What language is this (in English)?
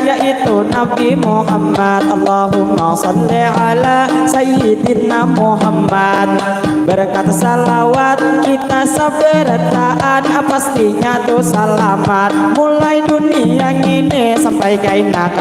Banjar